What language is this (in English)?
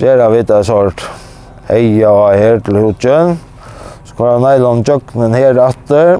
Faroese